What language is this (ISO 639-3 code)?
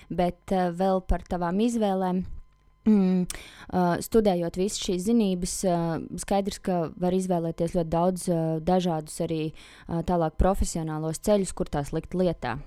lav